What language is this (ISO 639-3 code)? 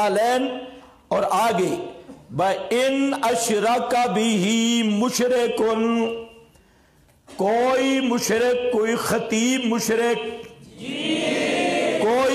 urd